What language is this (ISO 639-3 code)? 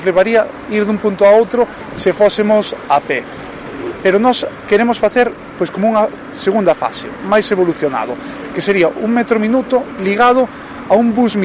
glg